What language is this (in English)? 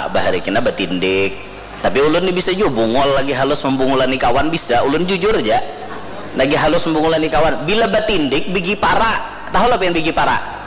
Banjar